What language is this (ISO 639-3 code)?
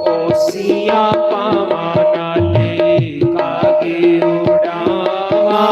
doi